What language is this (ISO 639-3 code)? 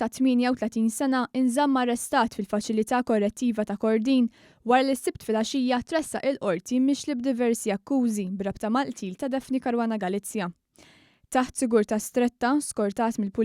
mlt